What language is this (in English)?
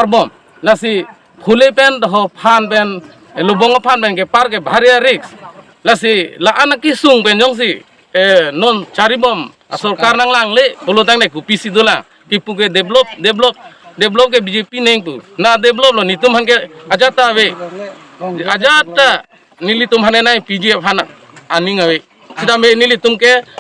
Karbi